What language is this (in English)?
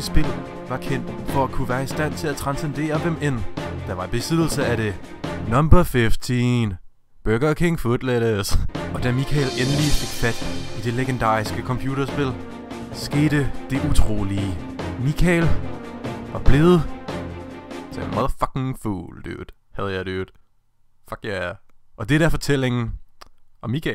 Danish